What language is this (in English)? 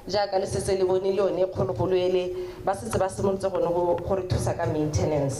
Tswana